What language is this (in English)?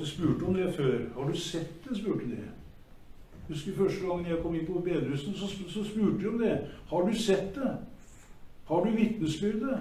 Norwegian